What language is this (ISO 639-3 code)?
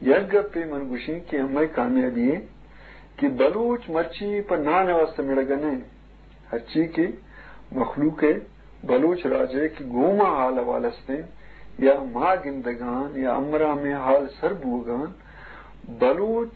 bgp